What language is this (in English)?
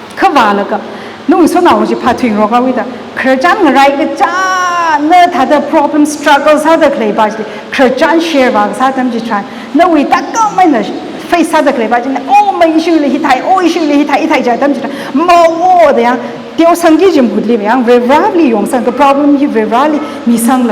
Tangkhul Naga (India)